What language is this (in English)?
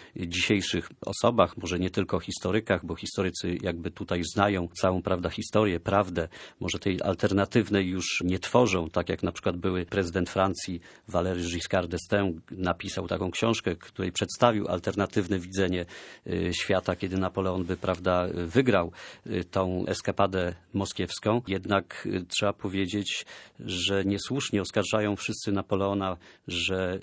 Polish